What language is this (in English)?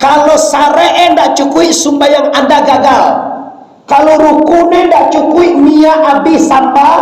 Minangkabau